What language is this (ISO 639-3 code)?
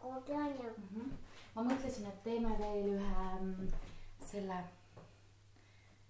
est